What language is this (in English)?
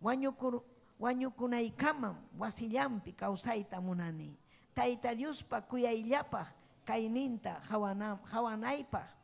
Ayacucho Quechua